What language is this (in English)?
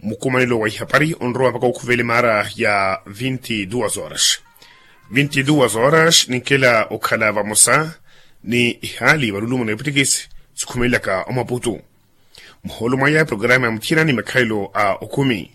Makhuwa